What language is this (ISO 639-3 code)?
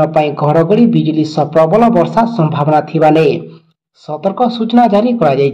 ori